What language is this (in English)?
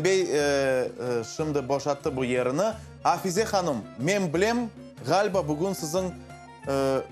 Crimean Tatar